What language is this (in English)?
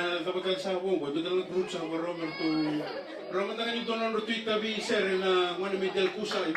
Fijian